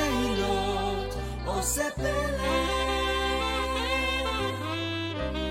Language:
Estonian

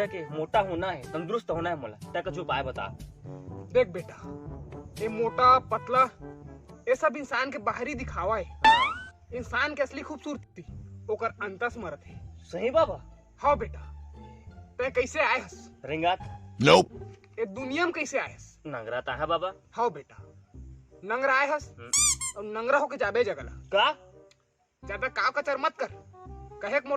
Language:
Chhattisgarhi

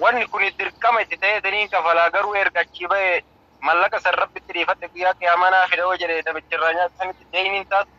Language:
Oromo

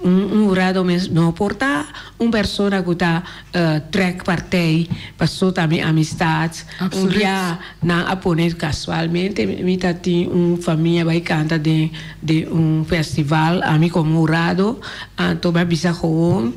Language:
Papiamento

